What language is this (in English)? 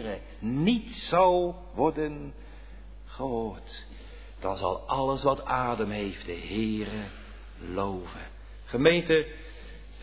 Dutch